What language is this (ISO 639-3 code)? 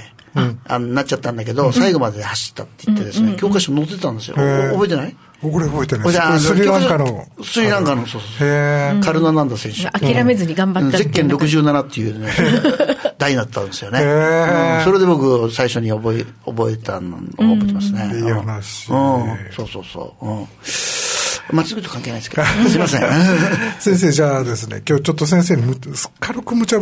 jpn